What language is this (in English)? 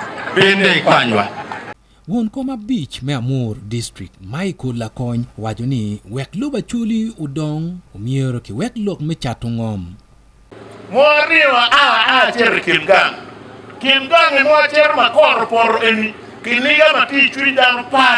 Acoli